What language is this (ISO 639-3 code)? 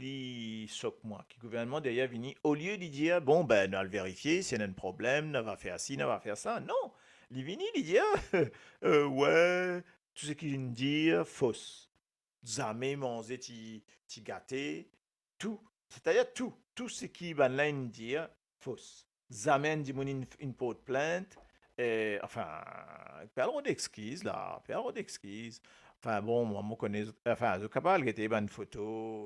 mfe